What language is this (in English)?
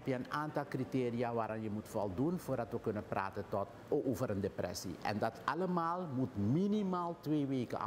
Dutch